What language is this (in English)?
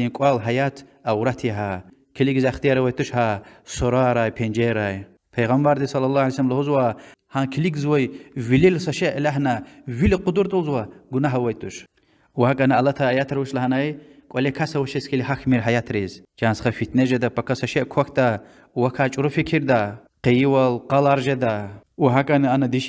Lezghian